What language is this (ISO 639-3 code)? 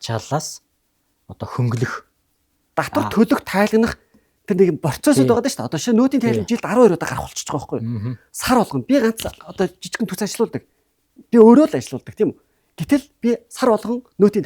mon